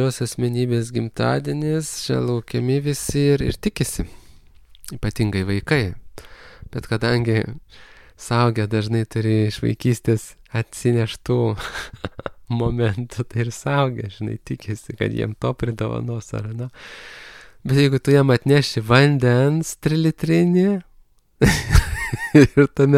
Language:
Lithuanian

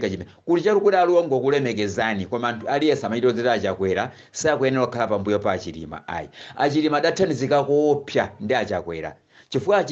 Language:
Nyanja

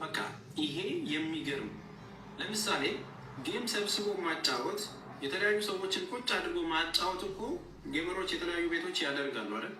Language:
Amharic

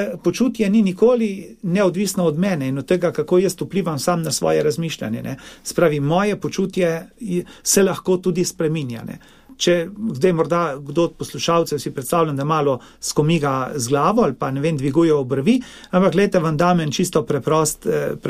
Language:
Slovenian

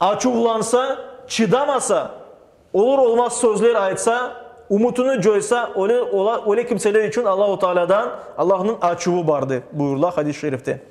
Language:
Crimean Tatar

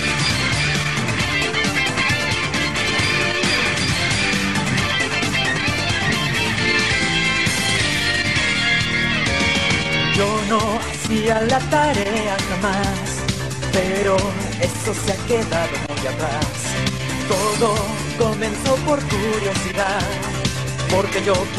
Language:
Spanish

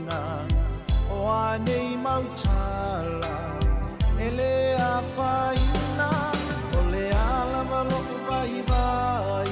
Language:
Samoan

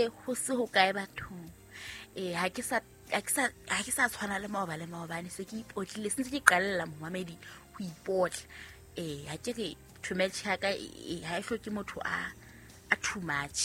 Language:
Southern Sotho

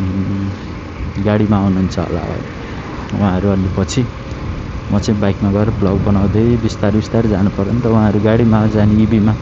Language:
Nepali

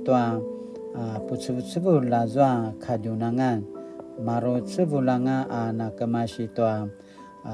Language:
Paiwan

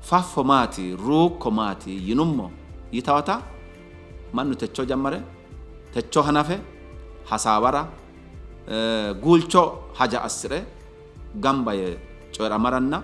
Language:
Sidamo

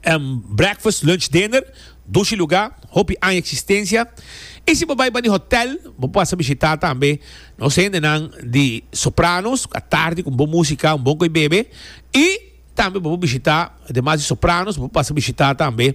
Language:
Papiamento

